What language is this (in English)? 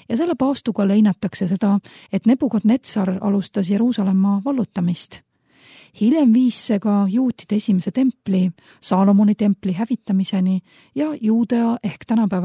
Estonian